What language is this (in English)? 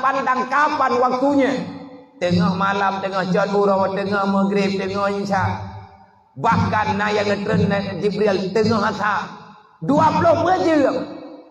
Achinese